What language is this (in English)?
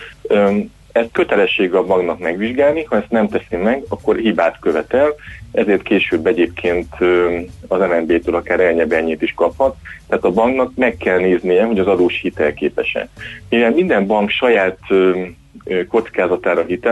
Hungarian